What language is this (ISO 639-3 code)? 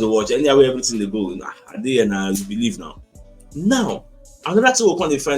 pcm